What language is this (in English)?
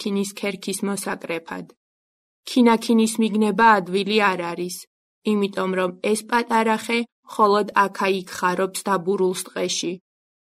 Georgian